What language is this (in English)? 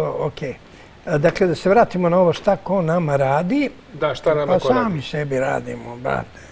Serbian